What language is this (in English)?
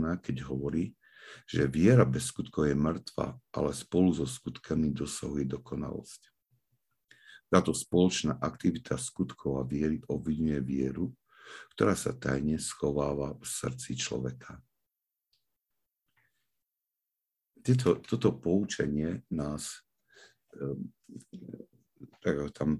Slovak